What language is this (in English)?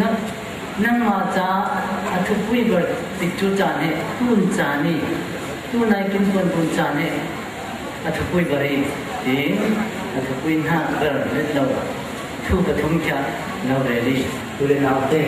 Falam Chin